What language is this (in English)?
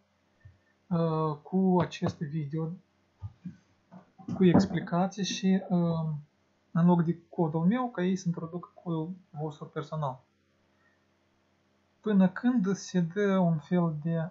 Romanian